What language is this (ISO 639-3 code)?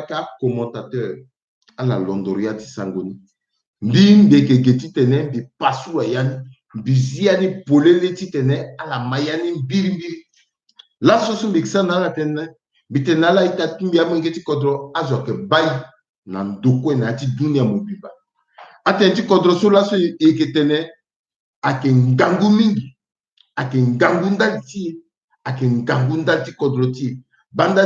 sag